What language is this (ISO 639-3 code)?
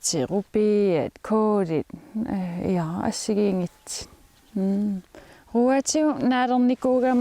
kal